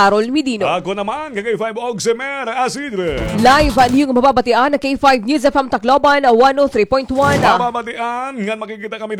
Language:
Waray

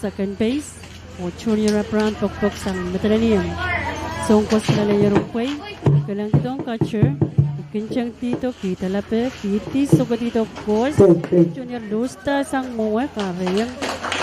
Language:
Pohnpeian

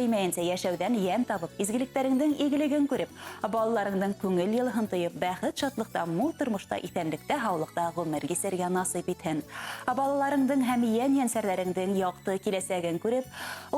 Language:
Bashkir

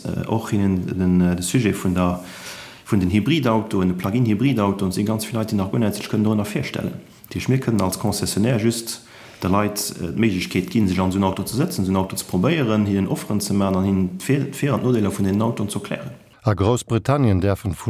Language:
Luxembourgish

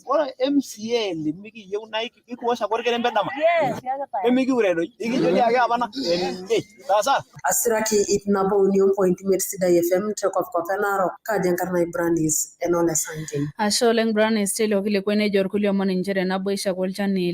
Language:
Masai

